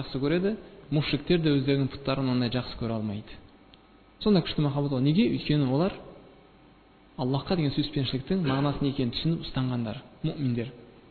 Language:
Kazakh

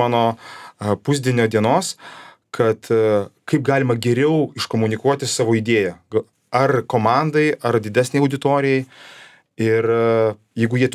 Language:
Lithuanian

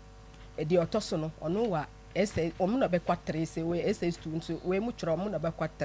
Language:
Akan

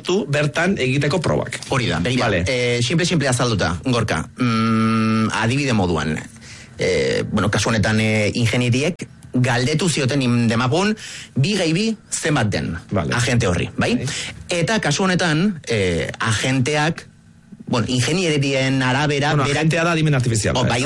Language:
Basque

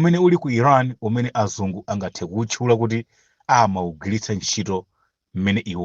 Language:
Nyanja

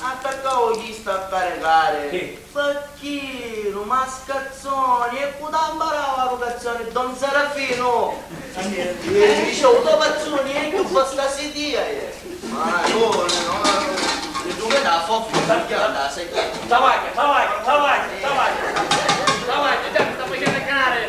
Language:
Sicilian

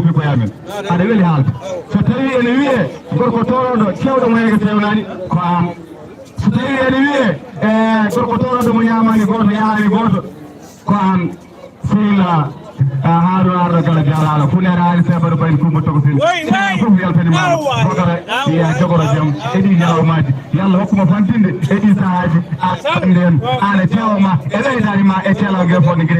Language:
Fula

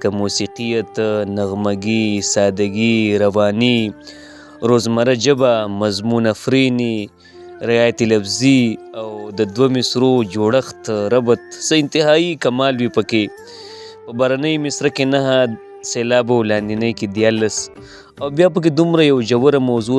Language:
Pashto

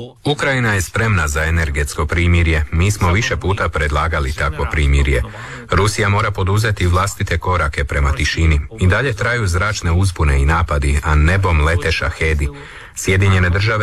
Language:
Croatian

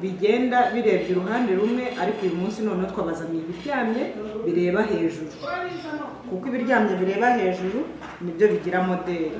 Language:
Kinyarwanda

